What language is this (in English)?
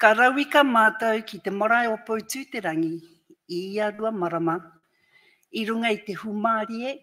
Māori